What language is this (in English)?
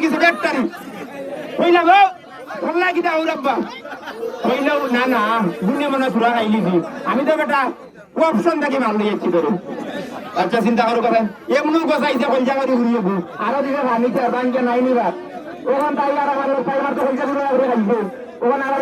Sylheti